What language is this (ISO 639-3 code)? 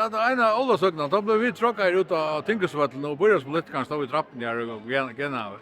fao